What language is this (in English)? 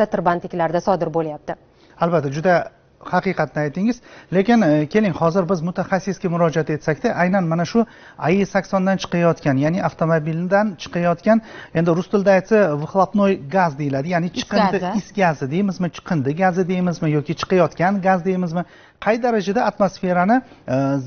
Uzbek